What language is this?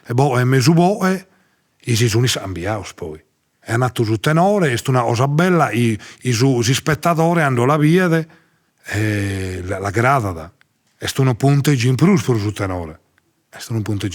Sardinian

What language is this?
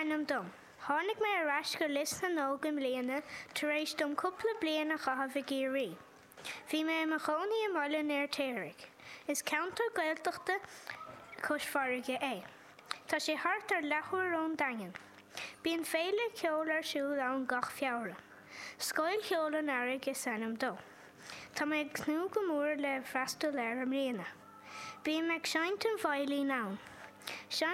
Irish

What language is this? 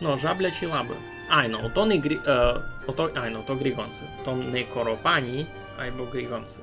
Rusyn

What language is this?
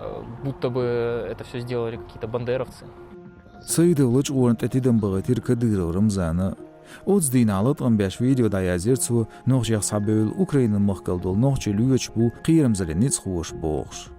Chechen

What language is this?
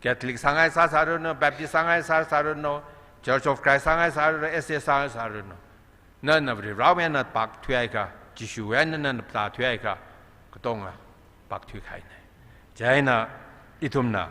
Tangkhul Naga (India)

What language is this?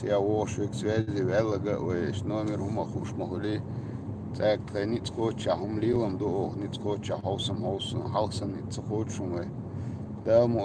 Chechen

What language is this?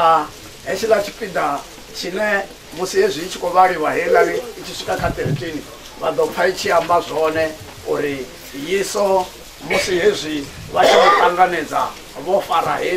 Venda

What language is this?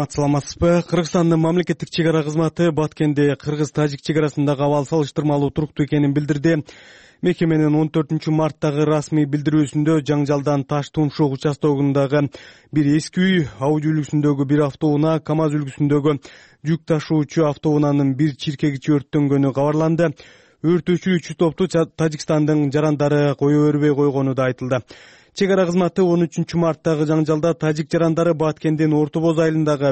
Kyrgyz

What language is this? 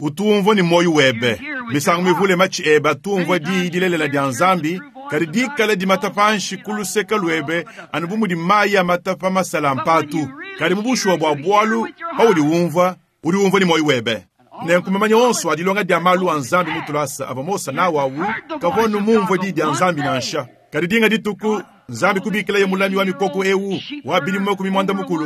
Luba-Lulua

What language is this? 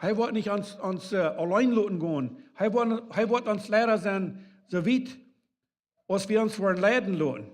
Plautdietsch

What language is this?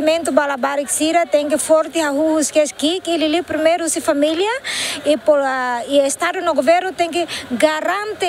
Tetum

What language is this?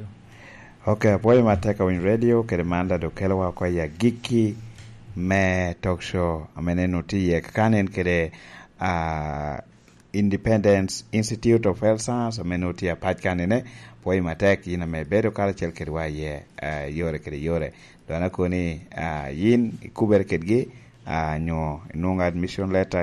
Lango (Uganda)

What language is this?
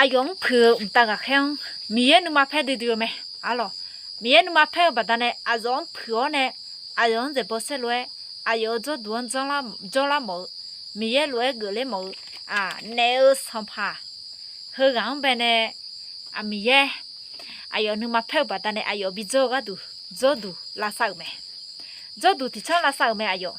Akha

